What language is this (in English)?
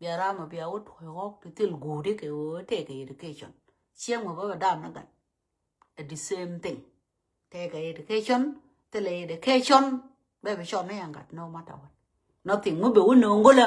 Nuer